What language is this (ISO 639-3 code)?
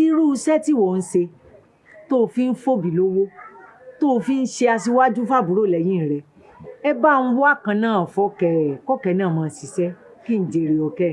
yor